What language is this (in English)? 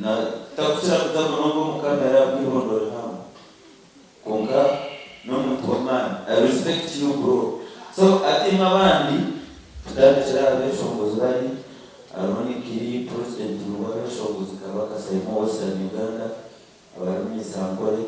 Nyankole